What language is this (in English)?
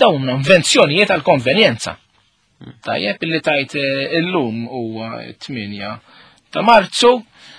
Maltese